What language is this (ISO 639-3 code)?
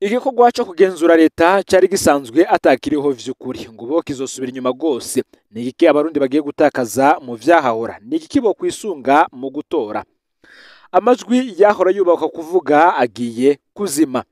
run